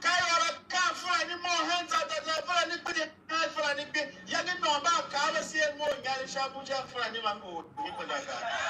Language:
Tiv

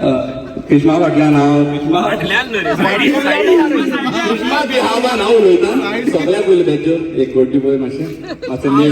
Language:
Konkani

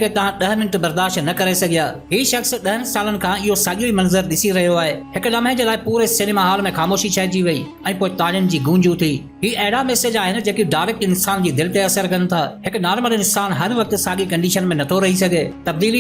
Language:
Sindhi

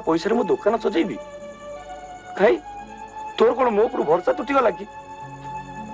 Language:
Odia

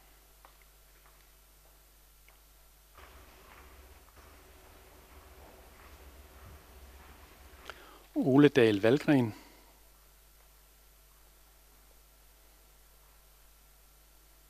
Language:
Danish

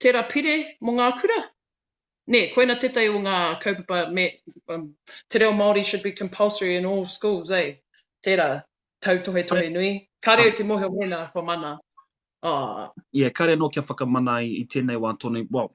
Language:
Māori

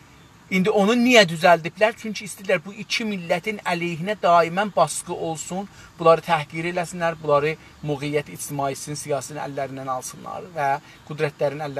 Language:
South Azerbaijani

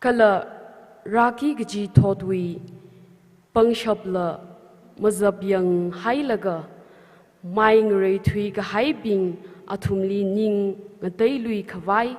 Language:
Tangkhul Naga (India)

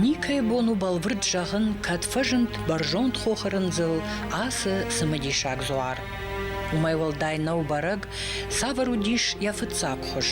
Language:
Ossetic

